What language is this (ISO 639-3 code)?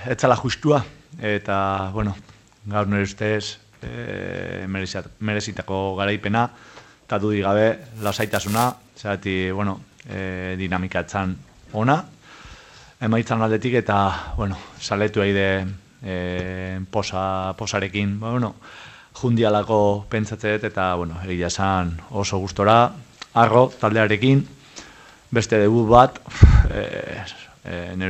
eus